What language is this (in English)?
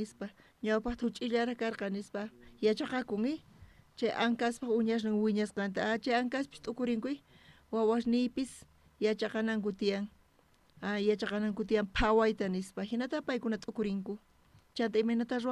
South Bolivian Quechua